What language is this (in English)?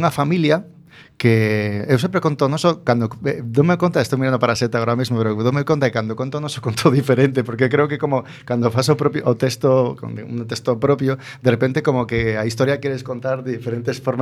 Galician